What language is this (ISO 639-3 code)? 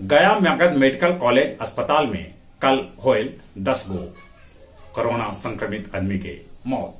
mag